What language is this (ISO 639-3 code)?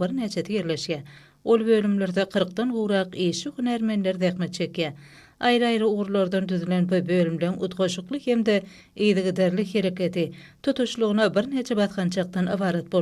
tuk